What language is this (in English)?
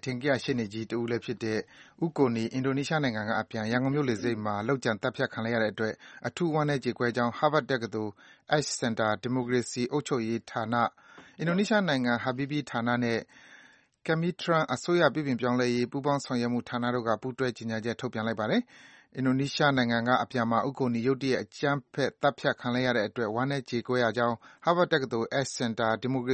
Burmese